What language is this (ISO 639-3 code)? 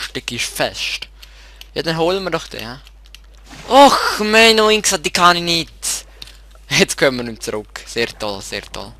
gsw